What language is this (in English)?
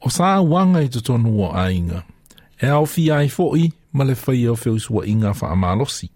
Samoan